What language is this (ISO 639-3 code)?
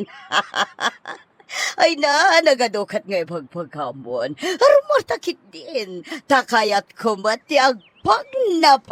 ilo